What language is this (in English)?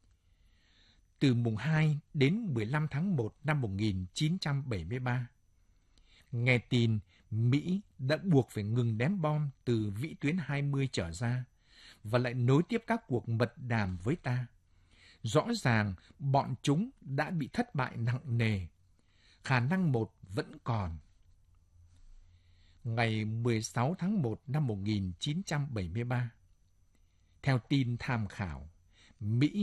Vietnamese